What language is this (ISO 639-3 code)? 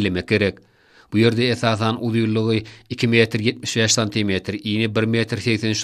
tuk